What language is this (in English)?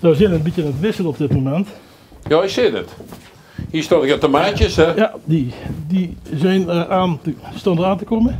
Limburgish